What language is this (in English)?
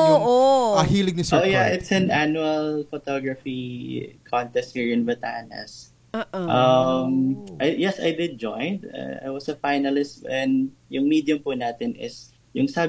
Filipino